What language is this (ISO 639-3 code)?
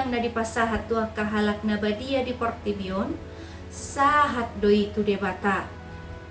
bbc